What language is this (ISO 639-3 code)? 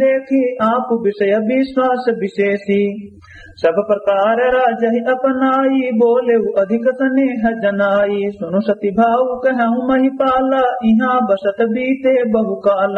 awa